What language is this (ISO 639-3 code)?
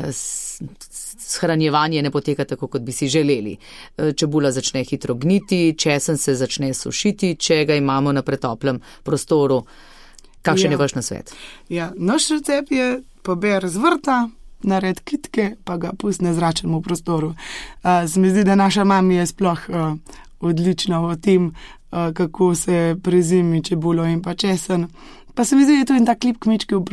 slv